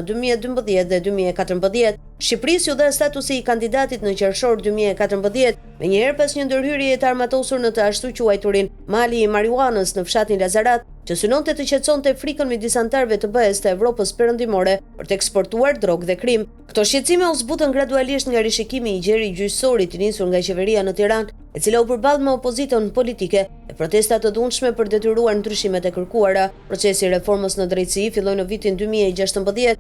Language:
Albanian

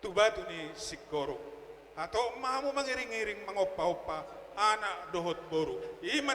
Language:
Batak Toba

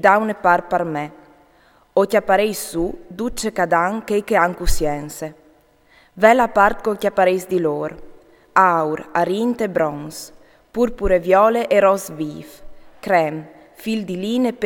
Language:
Friulian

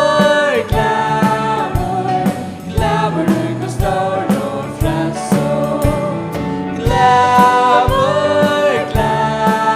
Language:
Faroese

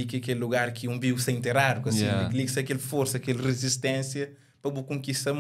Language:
Kabuverdianu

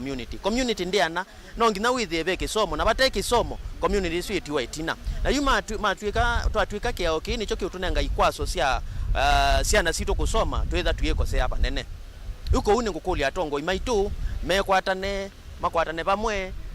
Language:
Kamba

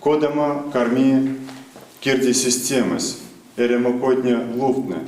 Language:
Erzya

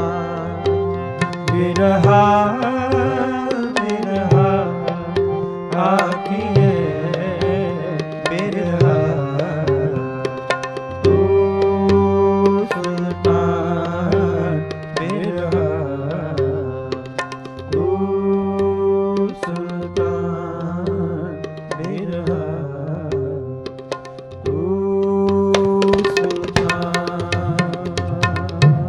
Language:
Punjabi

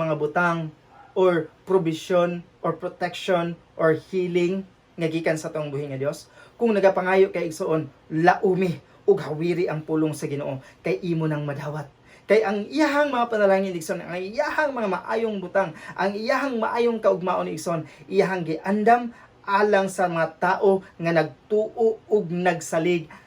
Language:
Cebuano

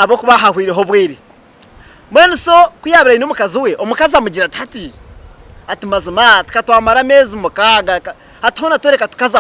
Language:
Nyankole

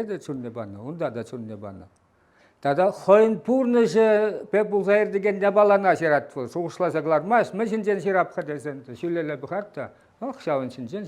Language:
Chuvash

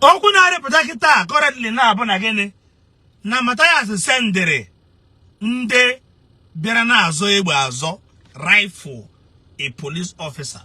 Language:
Igbo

